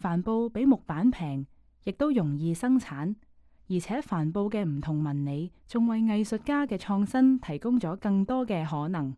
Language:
Cantonese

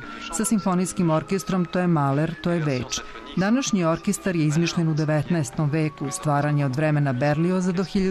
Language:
Serbian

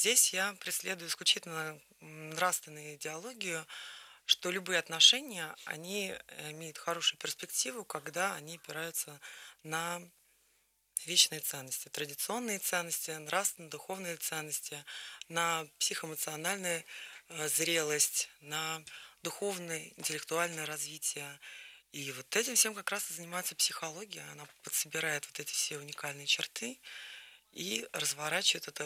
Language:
Russian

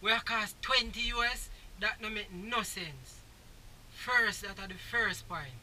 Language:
Jamaican Creole English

